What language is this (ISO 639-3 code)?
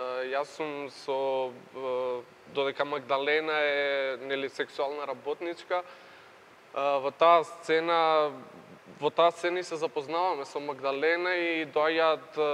mkd